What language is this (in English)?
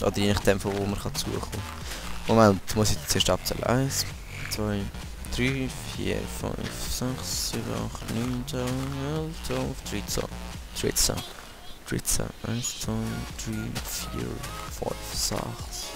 Swiss German